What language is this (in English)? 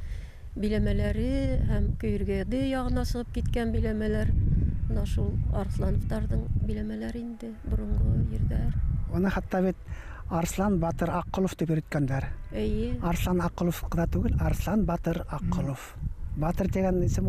Bashkir